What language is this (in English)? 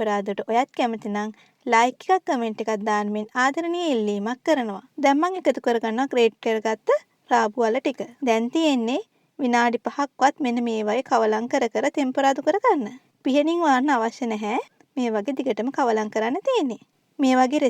Sinhala